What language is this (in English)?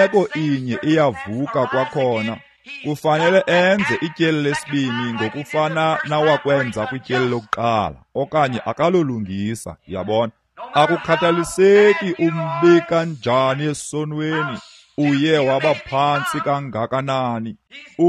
Xhosa